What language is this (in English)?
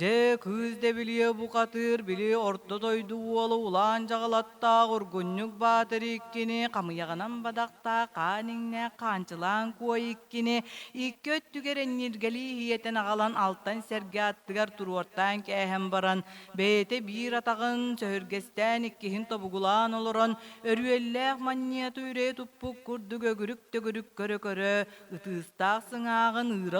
Yakut